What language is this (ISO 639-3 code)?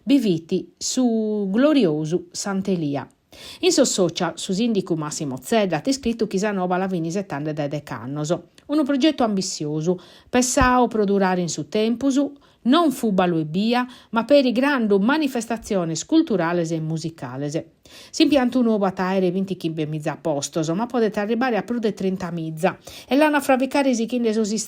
srd